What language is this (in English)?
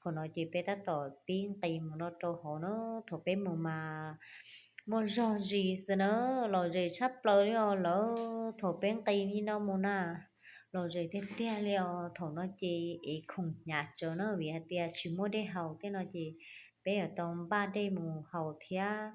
Hmong